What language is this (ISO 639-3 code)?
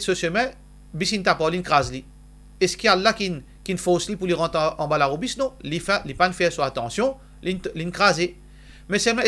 mfe